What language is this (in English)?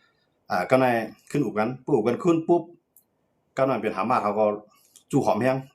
Shan